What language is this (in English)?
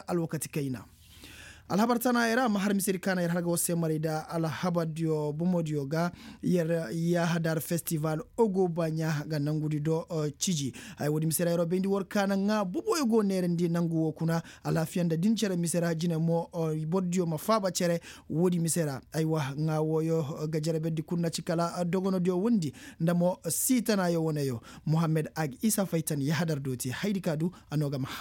Koyraboro Senni